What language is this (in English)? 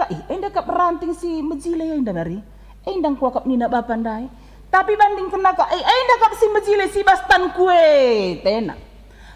Batak Karo